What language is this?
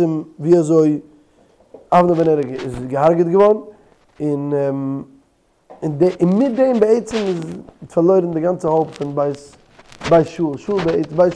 Yiddish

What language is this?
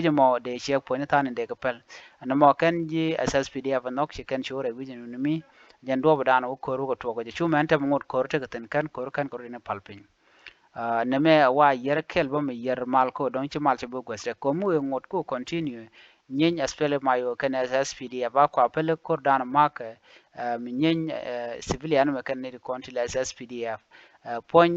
Nuer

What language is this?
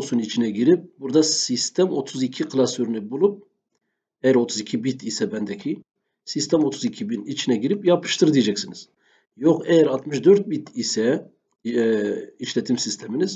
Turkish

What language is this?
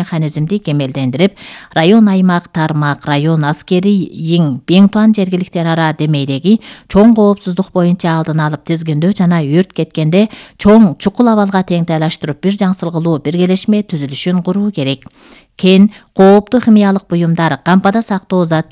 Kyrgyz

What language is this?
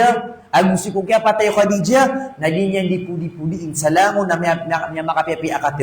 Maranao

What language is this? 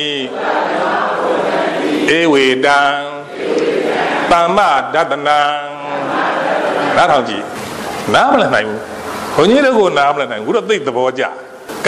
Burmese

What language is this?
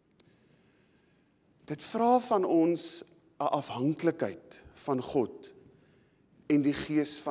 Afrikaans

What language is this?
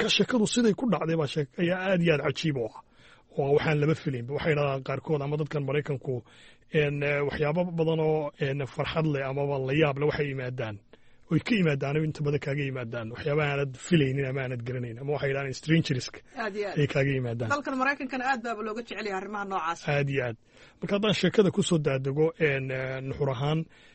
Somali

